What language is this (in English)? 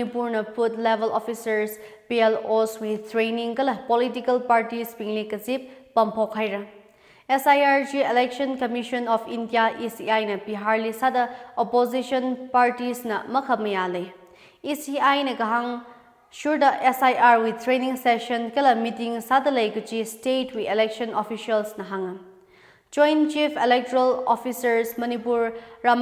Tangkhul Naga (India)